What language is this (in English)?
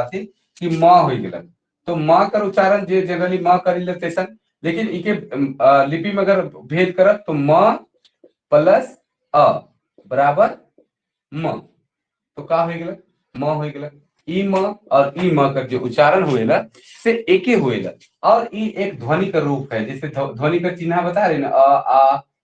Sadri